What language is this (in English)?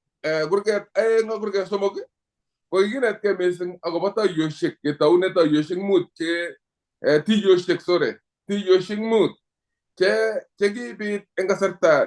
Kalenjin